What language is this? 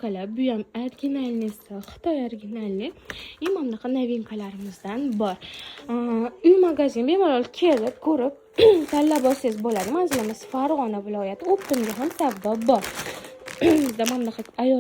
Uzbek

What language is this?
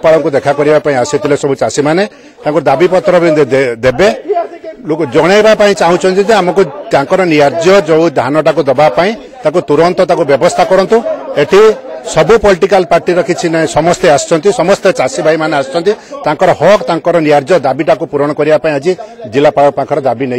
Odia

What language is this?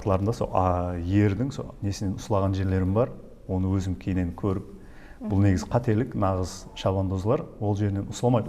Kara-Kalpak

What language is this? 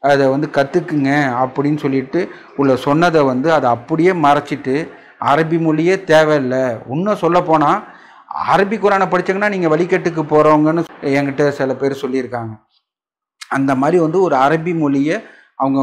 Tamil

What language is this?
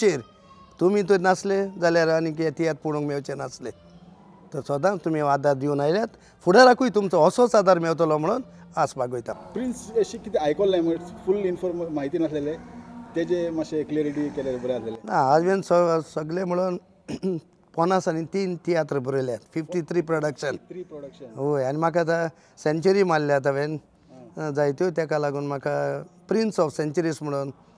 Konkani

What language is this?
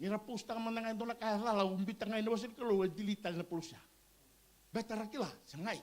Fijian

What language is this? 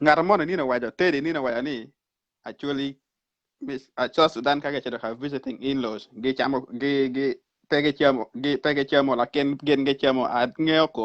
Acoli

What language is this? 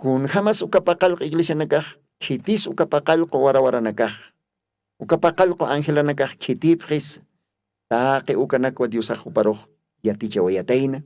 Aymara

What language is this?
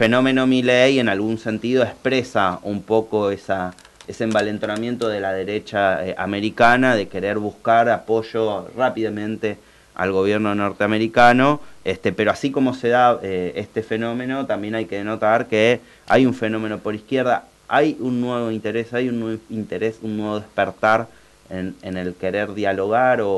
Spanish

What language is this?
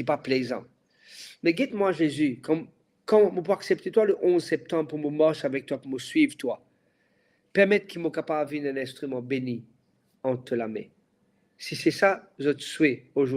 Morisyen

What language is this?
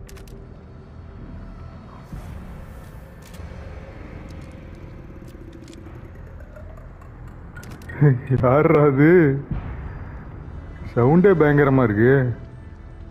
Tamil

